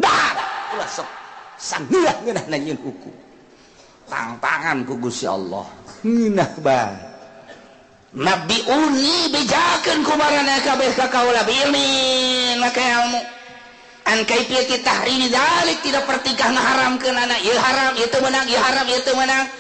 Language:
Sundanese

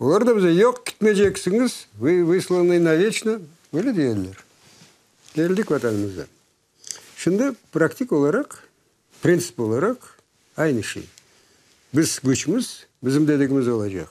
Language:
Crimean Tatar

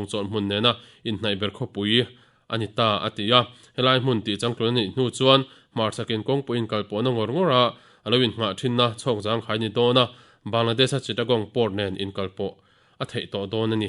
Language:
Mizo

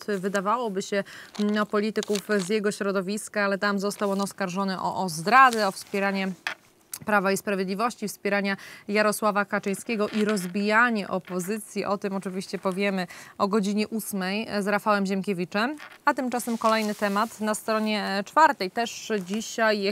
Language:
Polish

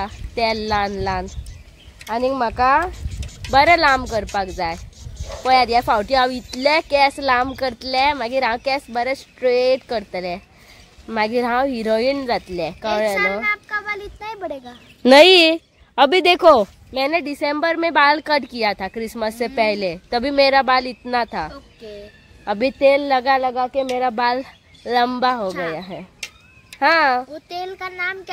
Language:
Konkani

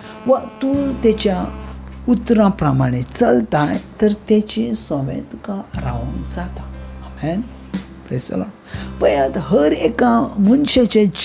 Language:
Konkani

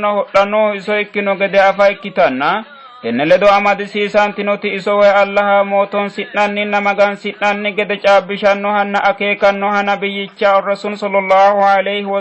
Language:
Sidamo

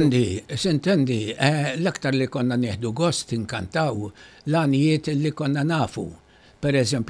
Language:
Maltese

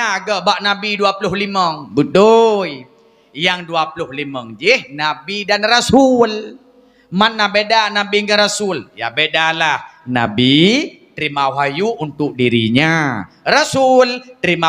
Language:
Achinese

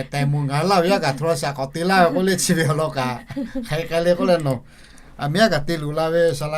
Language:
Lahu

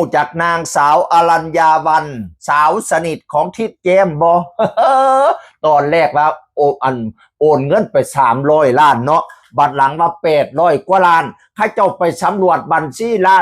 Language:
Northeastern Thai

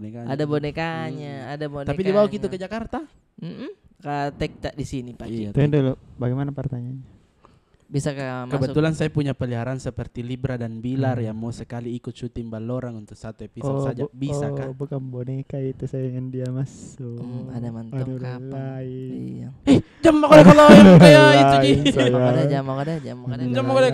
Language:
Makassar Malay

